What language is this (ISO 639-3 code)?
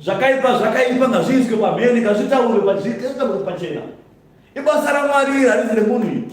sna